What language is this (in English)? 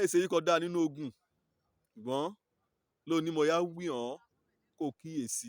Yoruba